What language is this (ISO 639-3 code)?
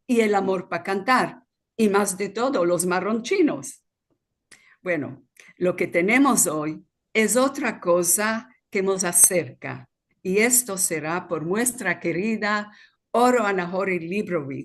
lad